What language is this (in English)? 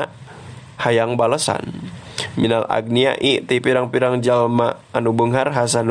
Sundanese